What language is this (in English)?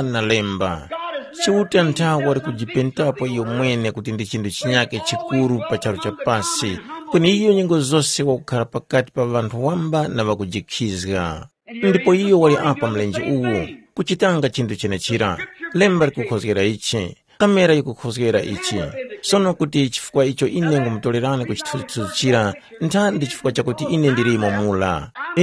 Tumbuka